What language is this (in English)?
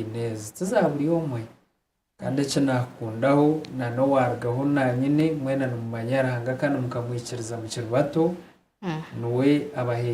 Nyankole